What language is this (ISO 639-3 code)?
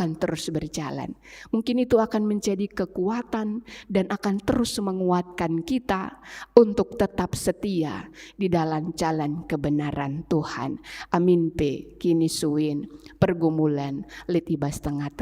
btx